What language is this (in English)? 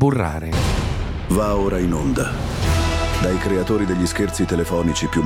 Italian